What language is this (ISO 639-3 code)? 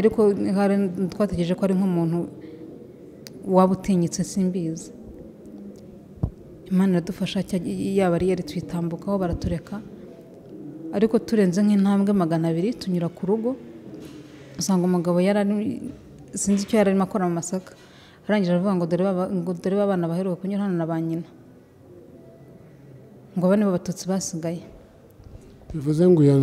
kin